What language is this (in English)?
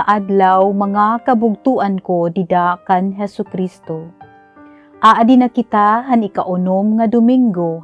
Waray